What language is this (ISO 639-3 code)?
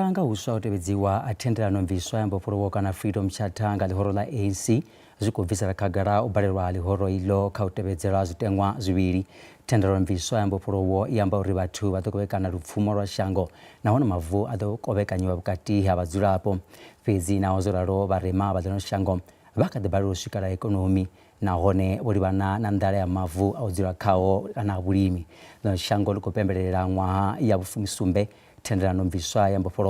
ven